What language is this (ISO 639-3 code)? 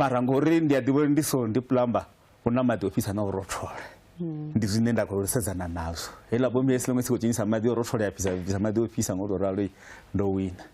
ven